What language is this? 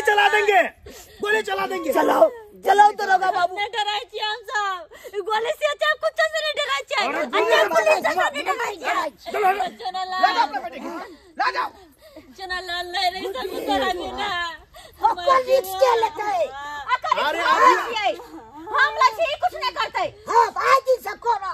Maithili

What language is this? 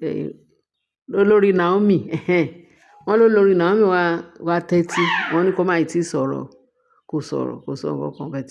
Yoruba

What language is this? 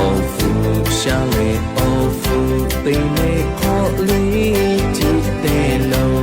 Lahu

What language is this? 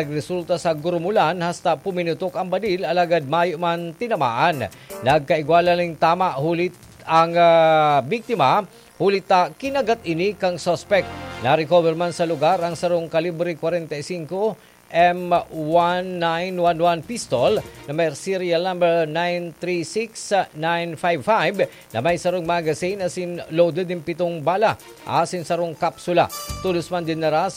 Bikol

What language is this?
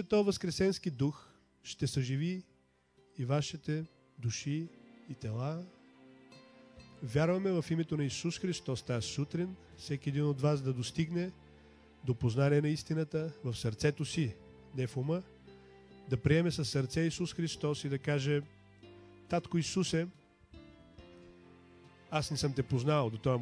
Bulgarian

